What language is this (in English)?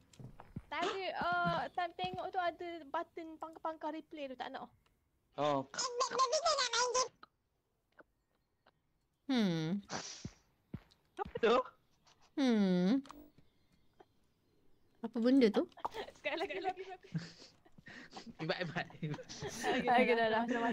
Malay